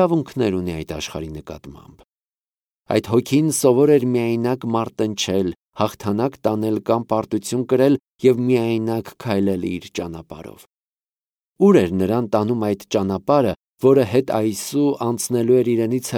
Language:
Armenian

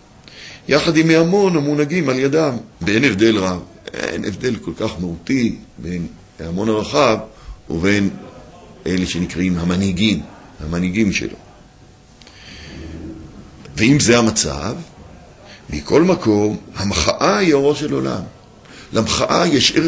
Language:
Hebrew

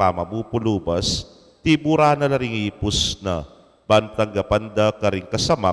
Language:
Pampanga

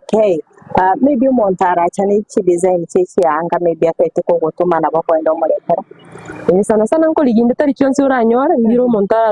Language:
Gusii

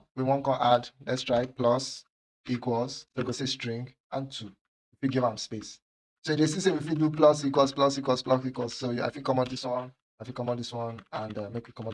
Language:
Nigerian Pidgin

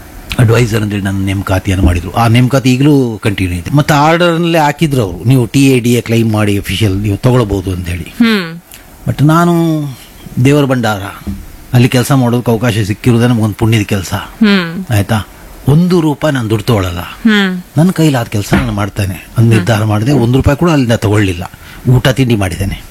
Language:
Kannada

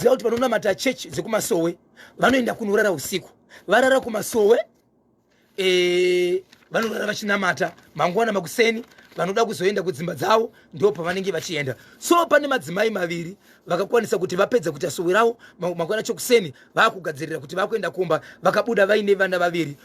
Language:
Shona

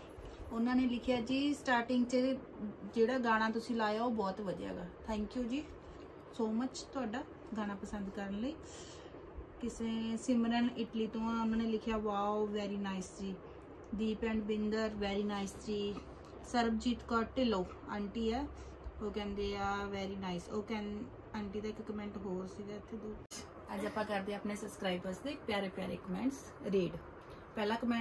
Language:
Punjabi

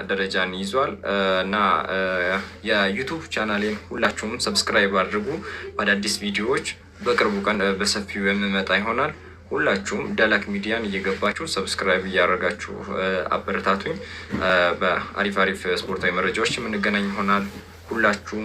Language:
Amharic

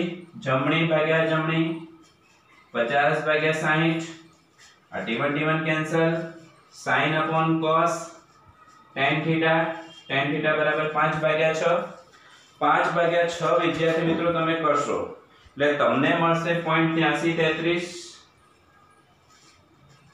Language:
Gujarati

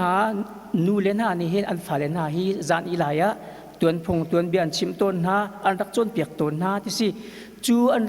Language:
Hakha Chin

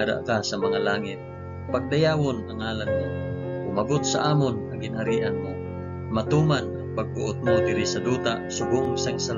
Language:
Hiligaynon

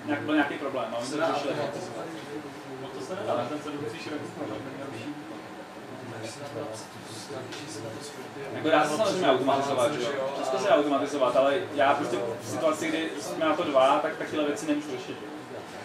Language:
Czech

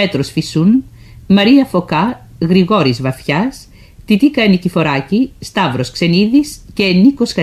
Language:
Greek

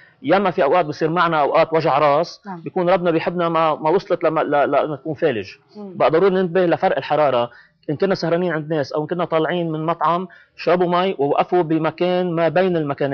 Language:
North Levantine Arabic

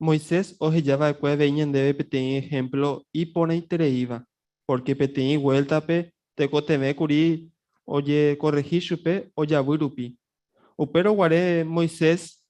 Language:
Guarani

